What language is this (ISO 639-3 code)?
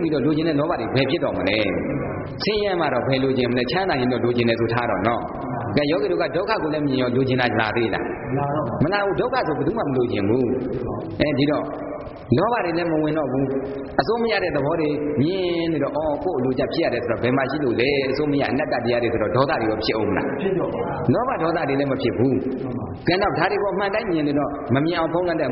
mya